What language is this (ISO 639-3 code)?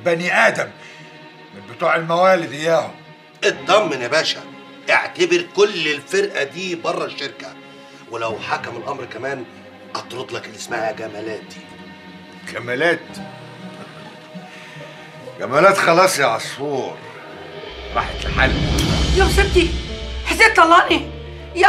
arz